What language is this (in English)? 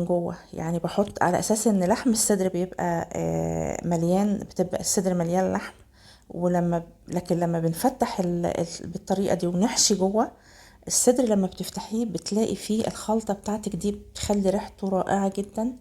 Egyptian Arabic